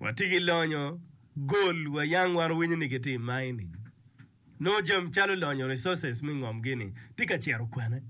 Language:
Acoli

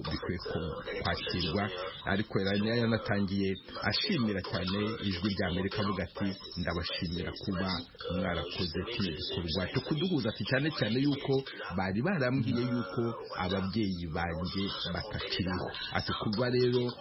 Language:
Kinyarwanda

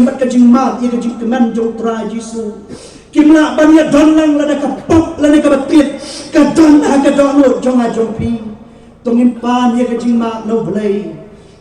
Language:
Khasi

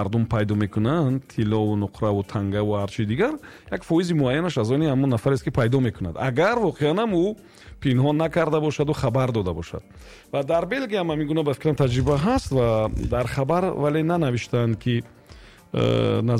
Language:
Tajik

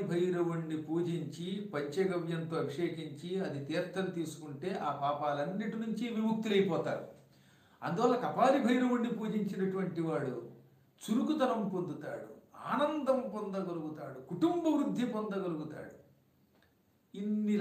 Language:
Telugu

